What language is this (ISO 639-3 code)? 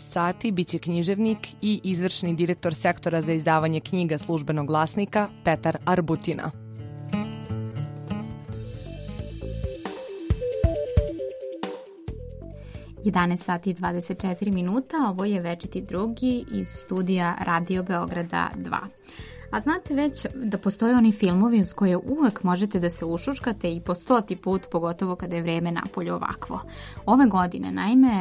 srp